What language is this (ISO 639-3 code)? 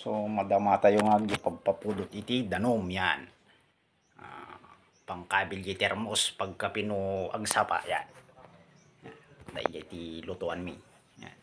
ilo